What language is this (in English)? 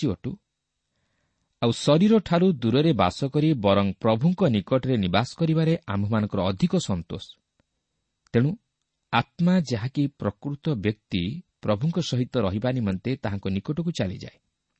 Odia